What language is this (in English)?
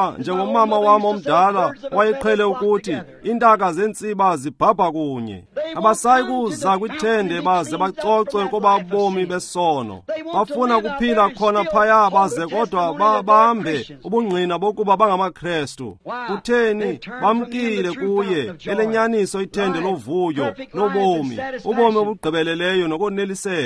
Xhosa